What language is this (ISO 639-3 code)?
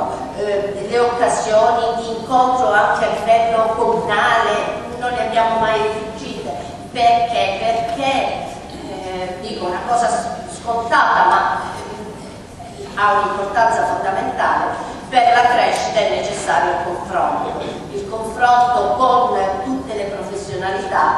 ita